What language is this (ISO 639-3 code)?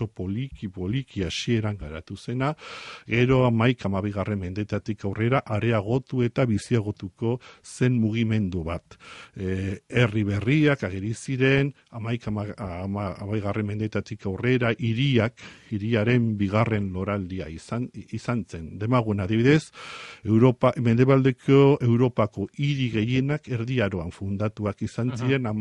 eus